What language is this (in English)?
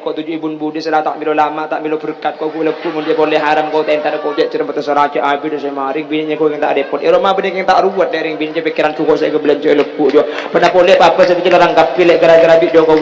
Madurese